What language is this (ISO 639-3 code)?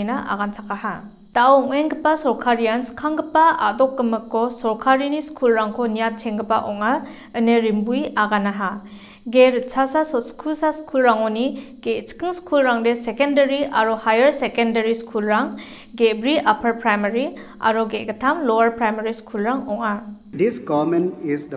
grt